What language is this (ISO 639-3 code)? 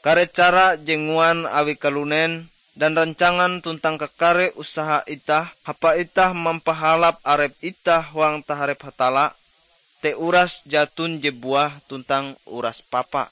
nij